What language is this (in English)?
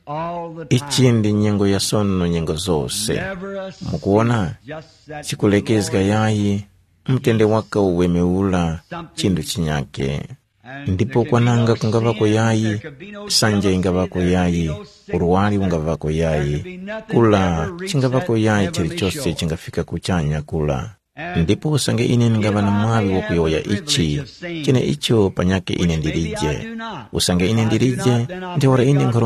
Tumbuka